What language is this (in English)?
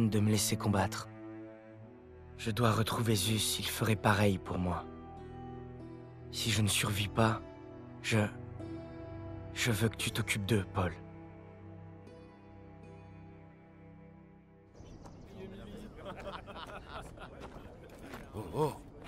French